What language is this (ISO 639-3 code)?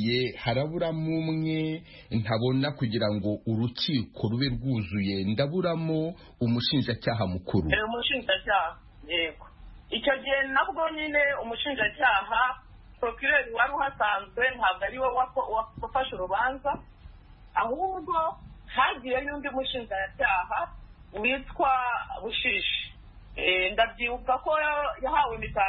kin